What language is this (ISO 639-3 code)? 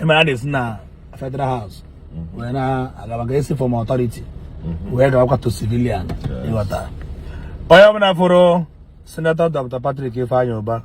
ibo